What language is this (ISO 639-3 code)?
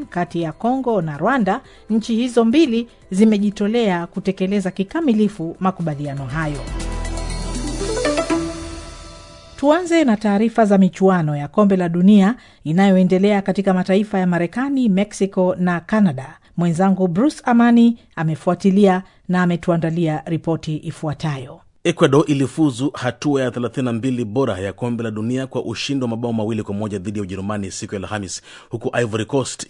swa